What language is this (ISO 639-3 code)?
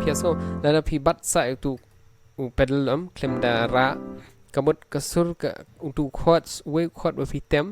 kha